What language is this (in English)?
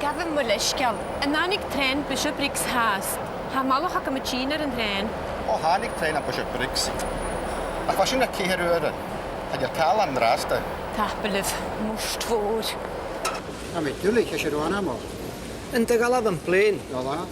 Scottish Gaelic